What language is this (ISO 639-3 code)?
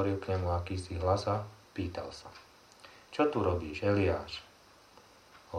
slk